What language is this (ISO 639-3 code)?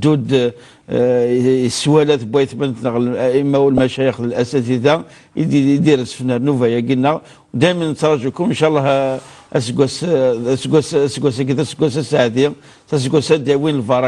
kab